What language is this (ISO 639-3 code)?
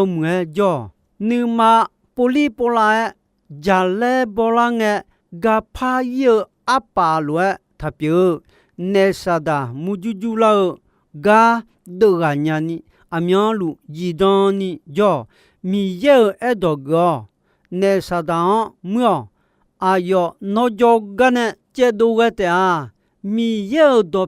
ahk